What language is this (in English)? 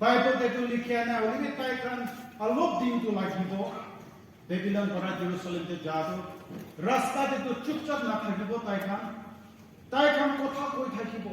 Naga Pidgin